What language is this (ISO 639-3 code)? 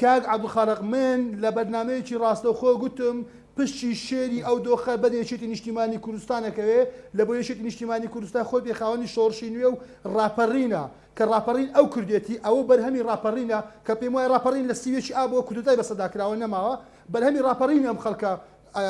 ckb